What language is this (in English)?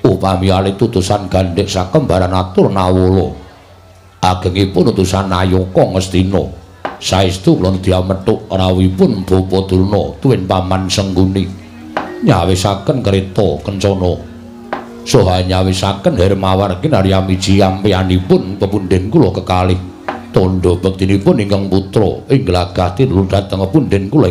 Javanese